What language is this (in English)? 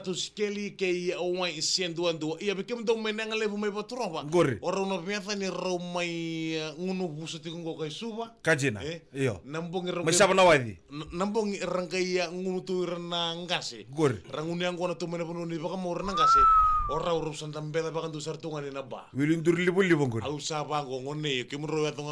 Fijian